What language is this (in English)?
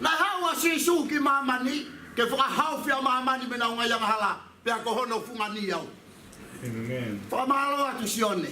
Tongan